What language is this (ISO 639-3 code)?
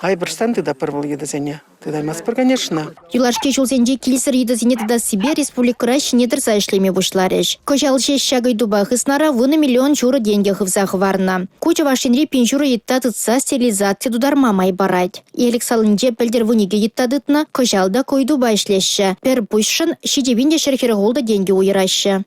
chv